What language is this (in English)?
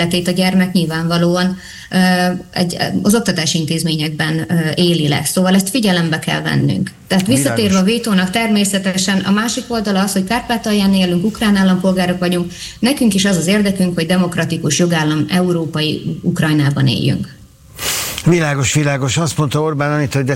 Hungarian